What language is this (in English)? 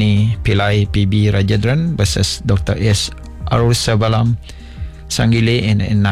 Iban